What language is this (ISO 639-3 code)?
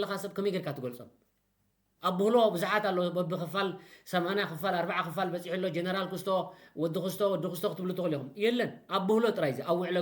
tir